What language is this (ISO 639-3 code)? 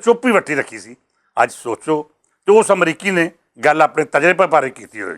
lah